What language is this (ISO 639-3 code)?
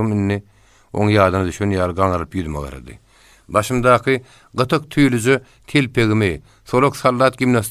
tuk